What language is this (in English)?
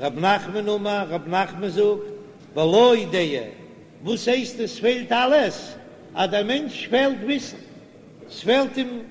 Yiddish